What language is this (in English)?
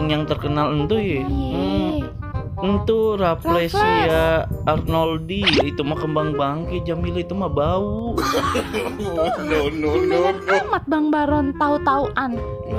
Betawi